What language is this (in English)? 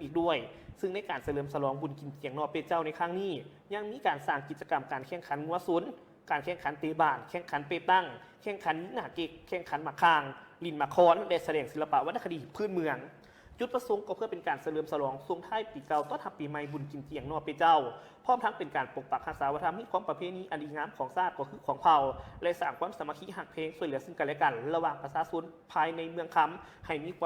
Lao